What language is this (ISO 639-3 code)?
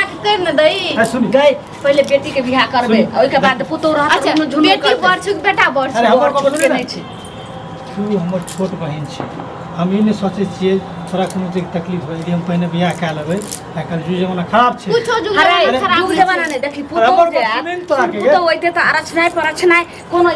mai